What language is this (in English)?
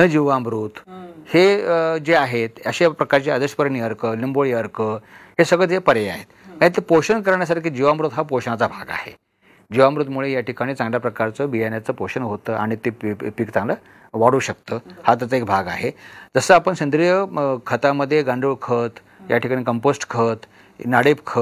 Marathi